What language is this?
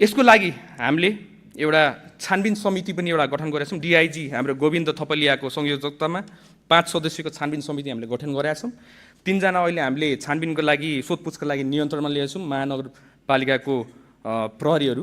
Nepali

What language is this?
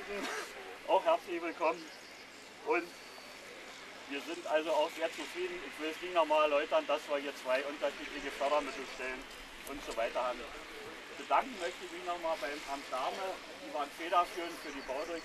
German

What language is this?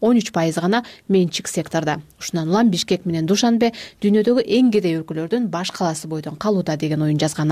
Kyrgyz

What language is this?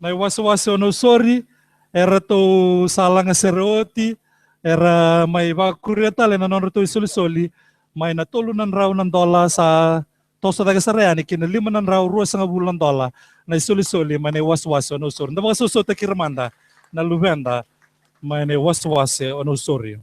Fijian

